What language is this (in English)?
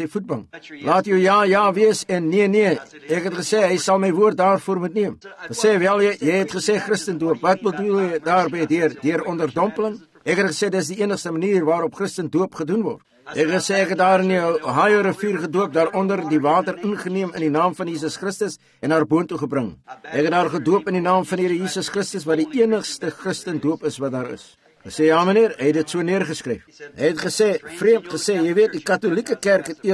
Afrikaans